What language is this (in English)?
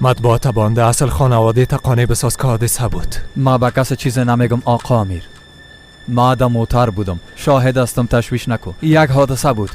Persian